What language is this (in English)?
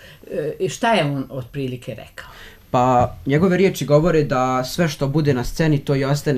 Serbian